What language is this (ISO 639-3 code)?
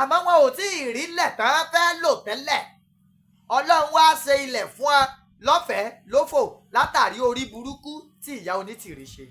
yor